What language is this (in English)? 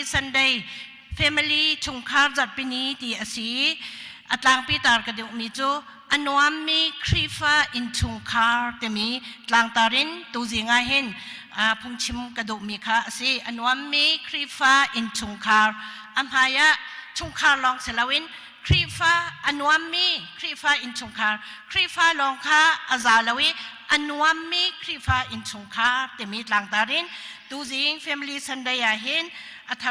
Hakha Chin